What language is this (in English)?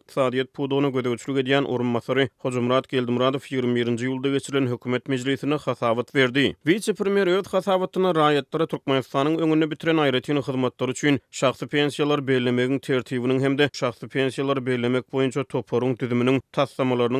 Turkmen